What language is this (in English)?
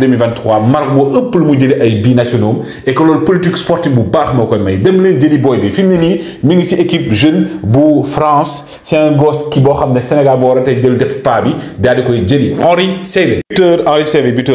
Wolof